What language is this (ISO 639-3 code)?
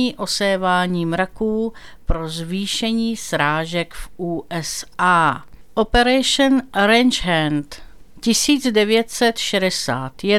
ces